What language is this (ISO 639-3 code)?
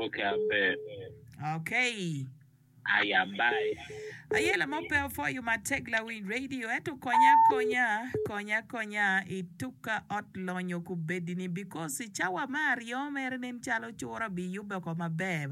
ach